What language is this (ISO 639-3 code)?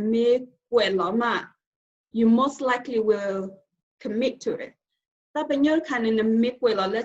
ksw